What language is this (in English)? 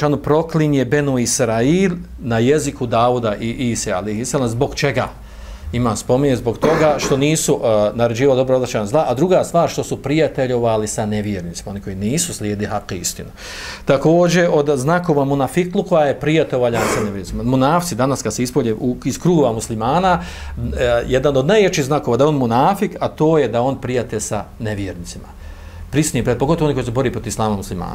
Bosnian